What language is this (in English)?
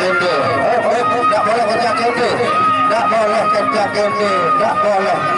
Sasak